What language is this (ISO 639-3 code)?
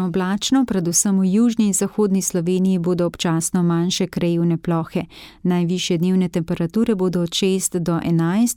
slv